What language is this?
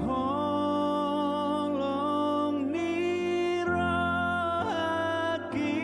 Batak Toba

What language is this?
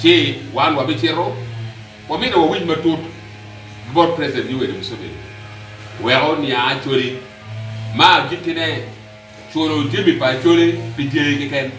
Acoli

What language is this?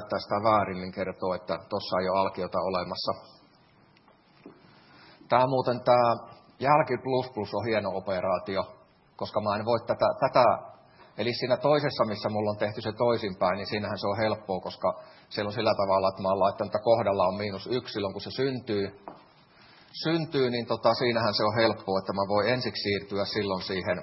Finnish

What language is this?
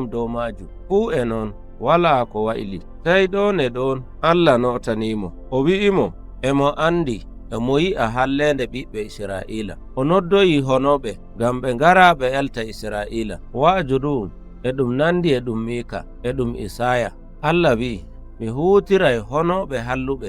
Nigerian Fulfulde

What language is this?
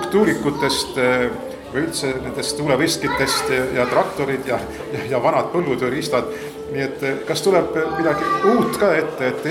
Estonian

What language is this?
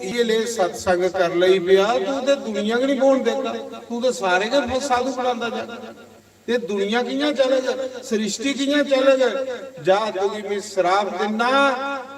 Dogri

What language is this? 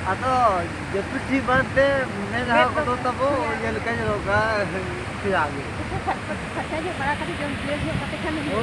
Santali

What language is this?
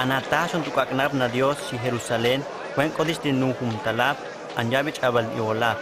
Huastec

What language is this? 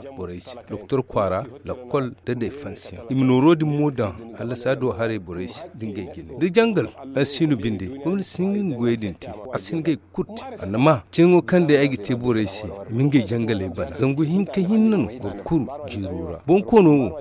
Zarma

